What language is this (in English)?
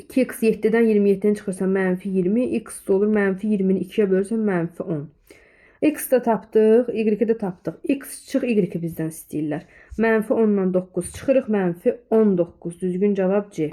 Azerbaijani